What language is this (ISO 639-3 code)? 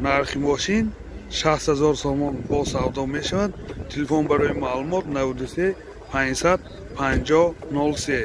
tgk